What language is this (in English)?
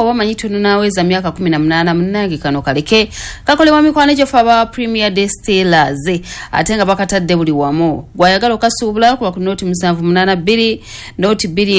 Ganda